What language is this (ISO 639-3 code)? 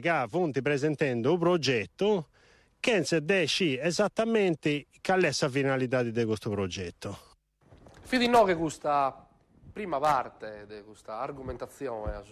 srd